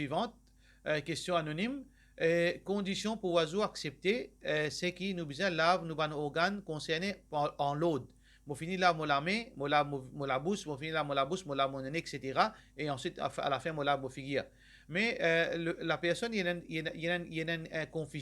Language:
Morisyen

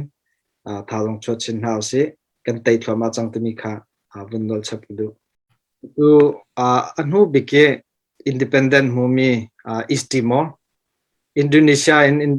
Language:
Hakha Chin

